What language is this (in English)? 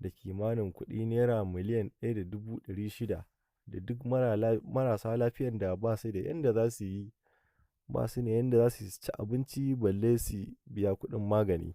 Hausa